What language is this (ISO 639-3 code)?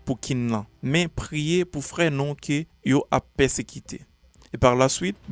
hat